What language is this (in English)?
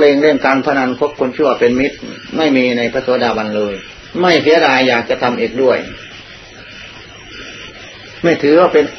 Thai